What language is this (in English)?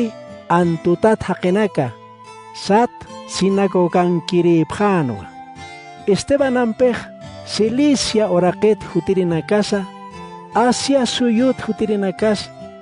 Aymara